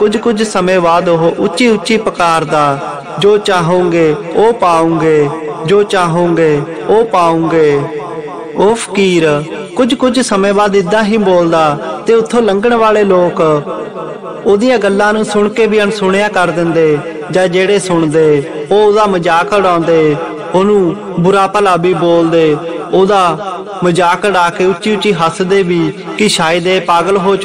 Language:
Punjabi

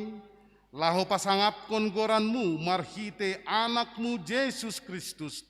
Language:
Batak Simalungun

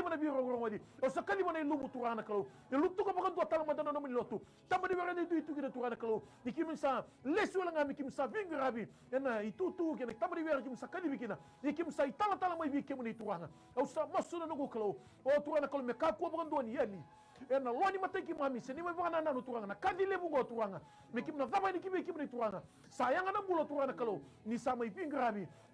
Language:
Fijian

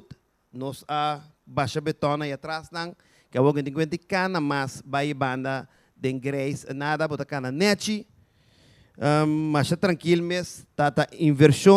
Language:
Papiamento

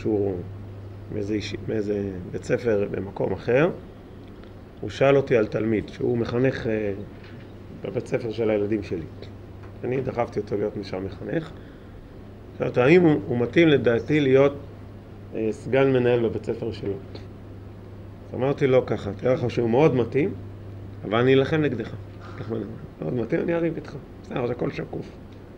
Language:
Hebrew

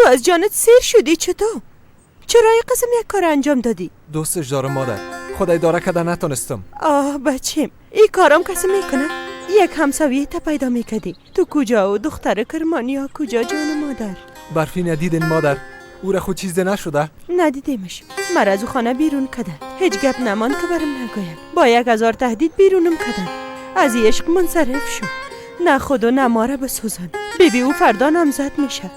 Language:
Persian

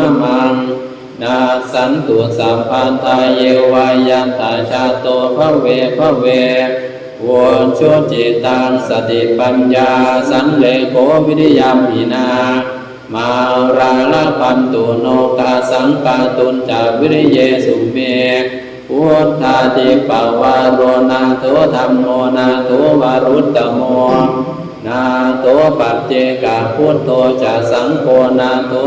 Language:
Pali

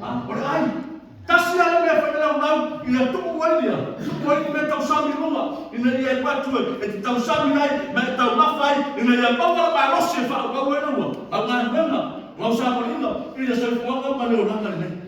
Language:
Samoan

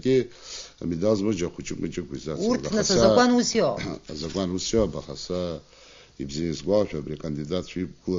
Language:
Abkhazian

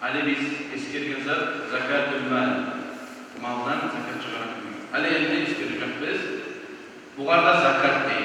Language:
Kumyk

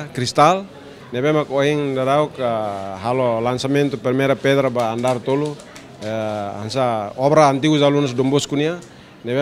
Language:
Tetum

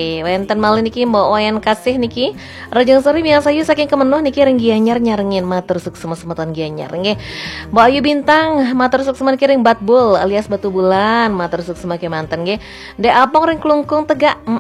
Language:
Balinese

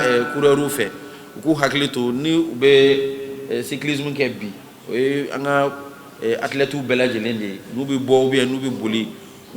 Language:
Bambara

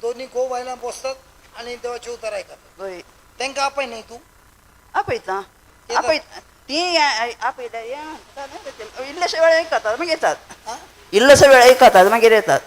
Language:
Konkani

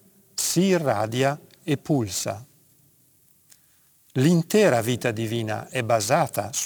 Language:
Italian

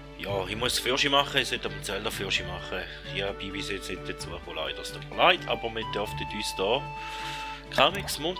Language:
Swiss German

